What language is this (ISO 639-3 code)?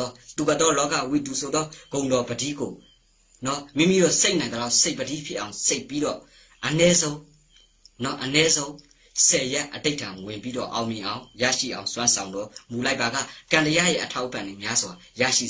mya